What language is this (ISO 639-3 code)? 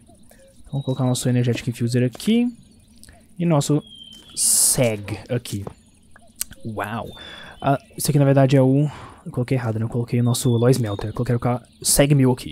por